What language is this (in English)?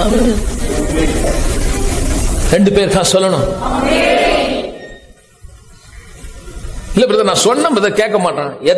Tamil